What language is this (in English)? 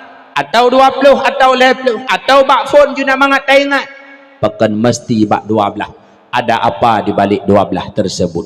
Achinese